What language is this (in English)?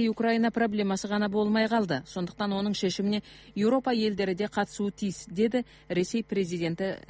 Kazakh